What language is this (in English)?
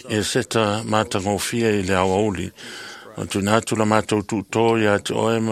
Samoan